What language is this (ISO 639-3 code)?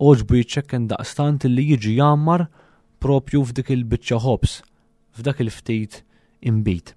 mlt